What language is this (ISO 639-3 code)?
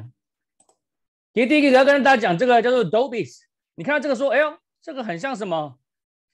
zho